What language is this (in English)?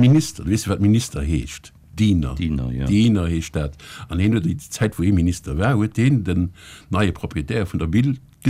Luxembourgish